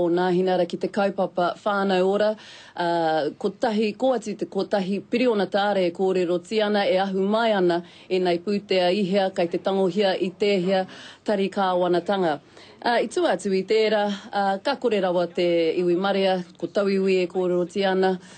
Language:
Māori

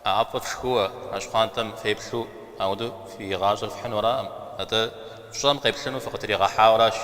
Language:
Kabardian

